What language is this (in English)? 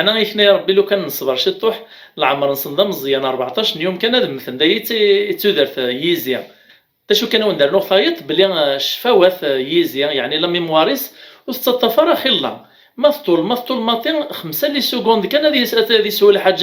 Kabyle